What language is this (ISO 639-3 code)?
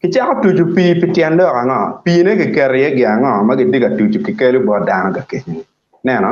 ach